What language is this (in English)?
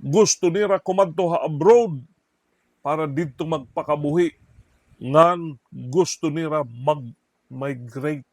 Waray